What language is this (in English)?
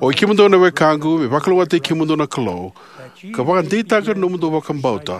Fijian